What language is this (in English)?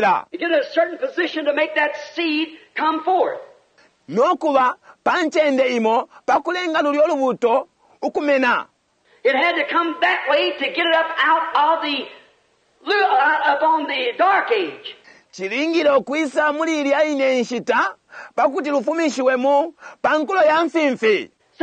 Bemba